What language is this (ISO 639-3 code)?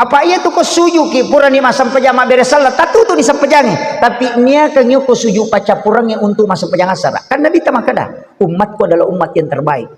bug